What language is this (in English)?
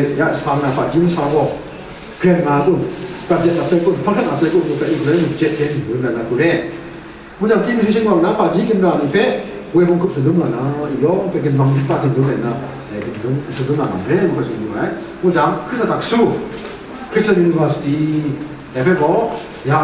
Kachin